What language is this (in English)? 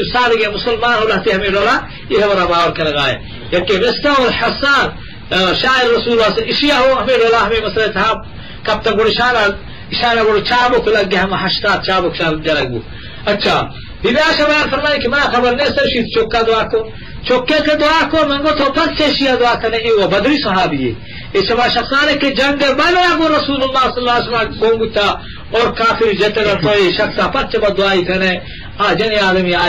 Eastern Balochi